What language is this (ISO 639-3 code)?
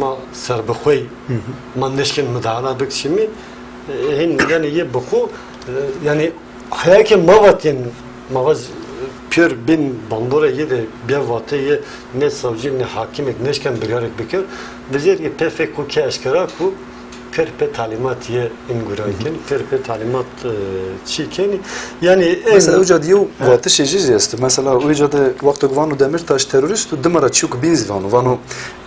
zza